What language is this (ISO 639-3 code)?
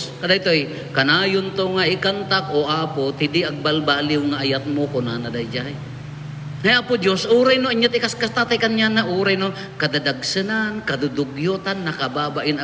ilo